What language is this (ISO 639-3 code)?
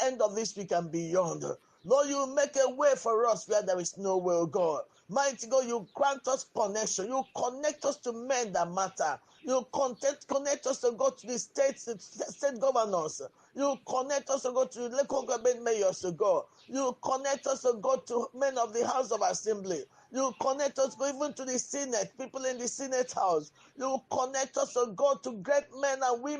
ibo